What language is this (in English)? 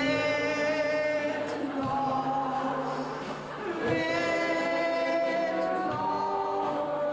Limburgish